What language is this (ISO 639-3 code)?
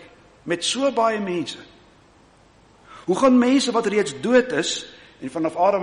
afr